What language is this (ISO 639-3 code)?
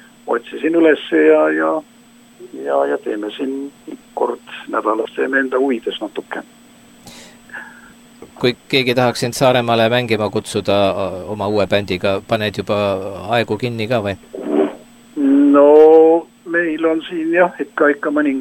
est